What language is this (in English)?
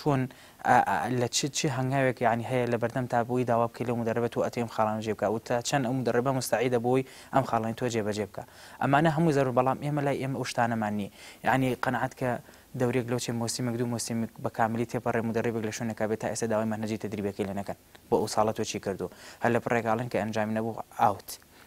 Central Kurdish